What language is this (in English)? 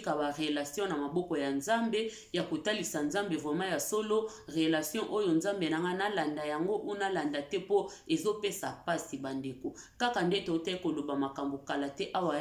Lingala